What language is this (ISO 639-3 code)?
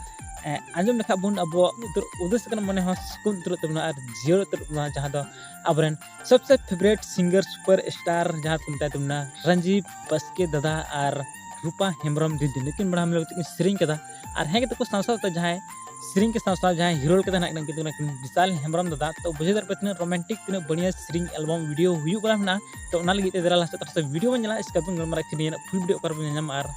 sat